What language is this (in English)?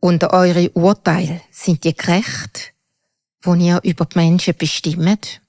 Swiss German